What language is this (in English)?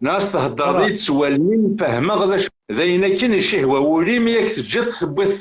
Kabyle